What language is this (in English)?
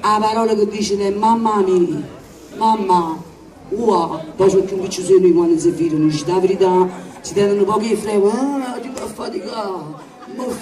Neapolitan